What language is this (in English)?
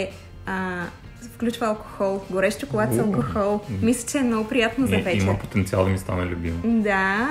Bulgarian